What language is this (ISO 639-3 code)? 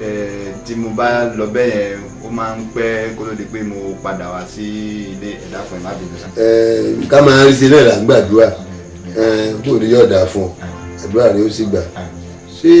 yor